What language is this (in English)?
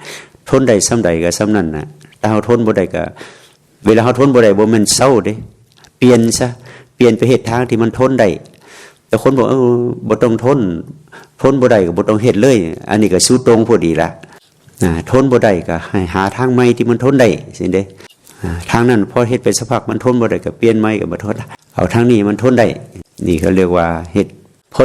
Lao